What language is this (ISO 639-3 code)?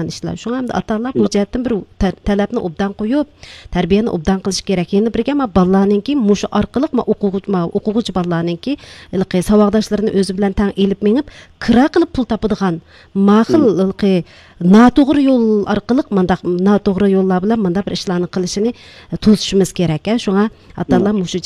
uig